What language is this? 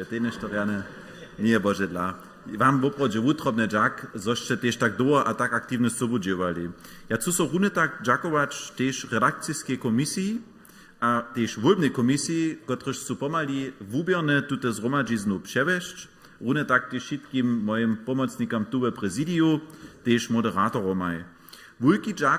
Upper Sorbian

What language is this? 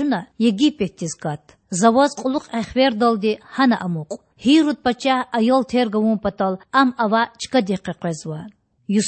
Lezghian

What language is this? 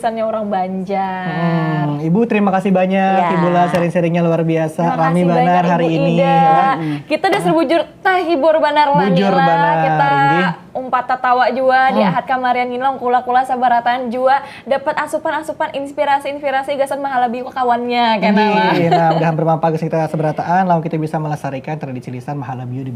Banjar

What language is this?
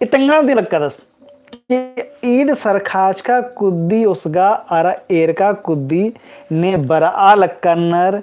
Kurukh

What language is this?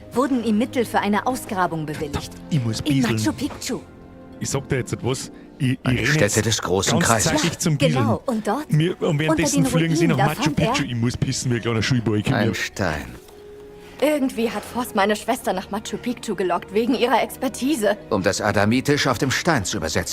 Bavarian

